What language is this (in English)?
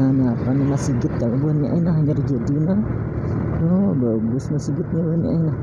Banjar